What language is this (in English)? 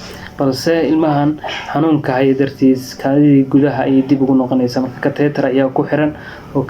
Somali